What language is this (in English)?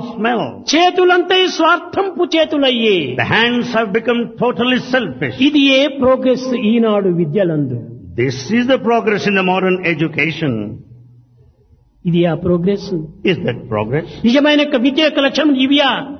Telugu